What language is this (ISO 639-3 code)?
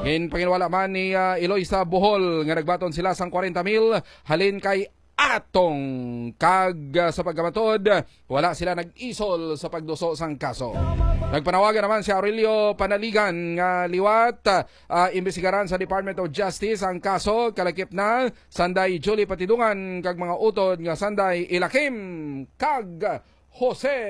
hil